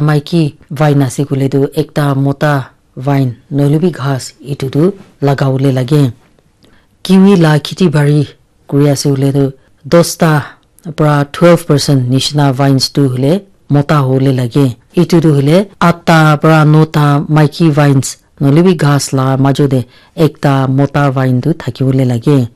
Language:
Naga Pidgin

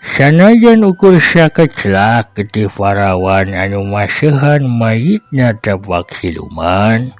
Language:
Sundanese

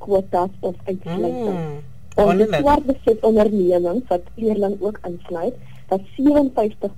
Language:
Afrikaans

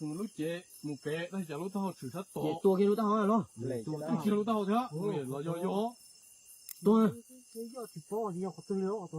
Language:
Hmong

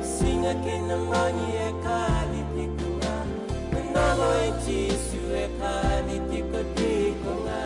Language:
Fijian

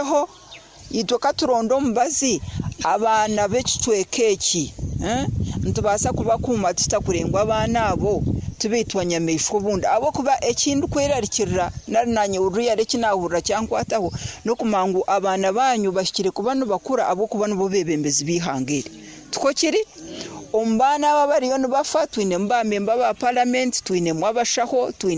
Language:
Nyoro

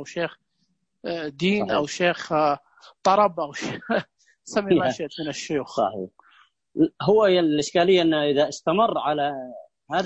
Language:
Najdi Arabic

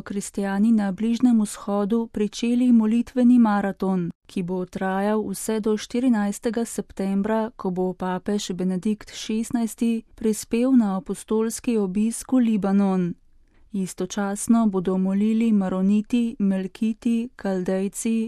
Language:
Slovenian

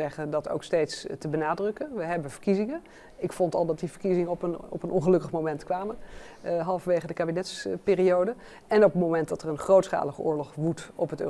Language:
Dutch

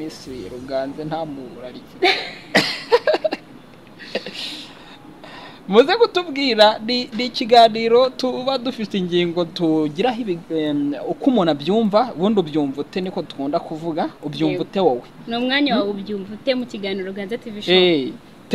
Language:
Kinyarwanda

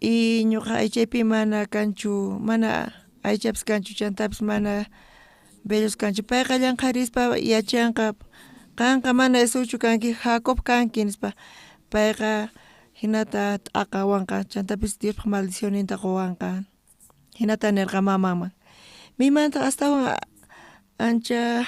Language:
South Bolivian Quechua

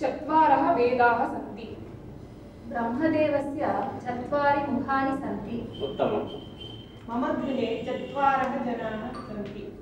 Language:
Sanskrit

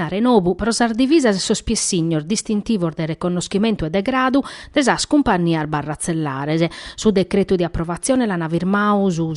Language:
Sardinian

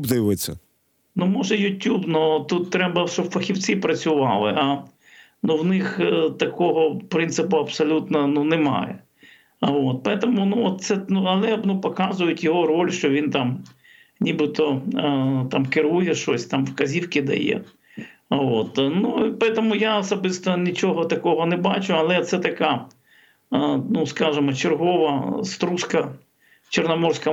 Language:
Ukrainian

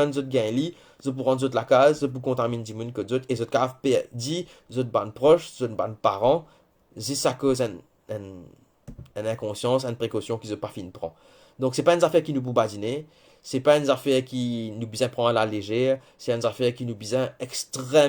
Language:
Morisyen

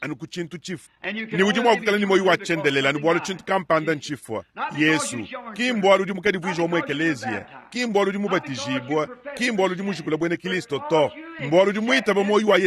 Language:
Luba-Lulua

